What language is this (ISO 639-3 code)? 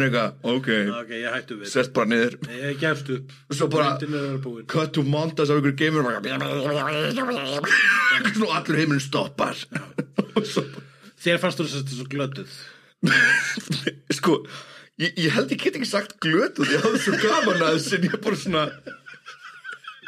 isl